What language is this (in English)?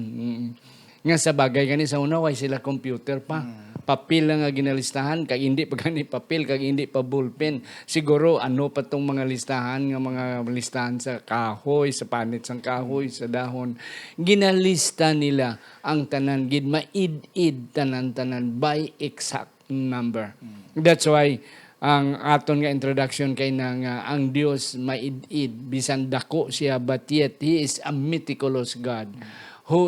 Hiligaynon